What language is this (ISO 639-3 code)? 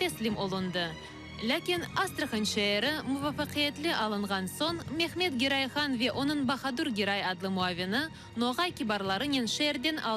crh